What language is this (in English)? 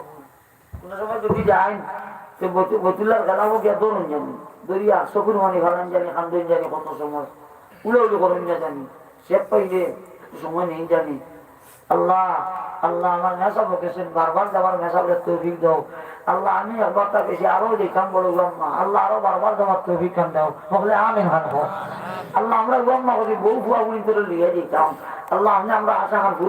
Sylheti